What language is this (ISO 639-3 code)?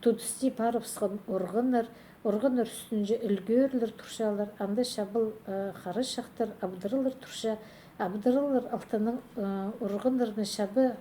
kjh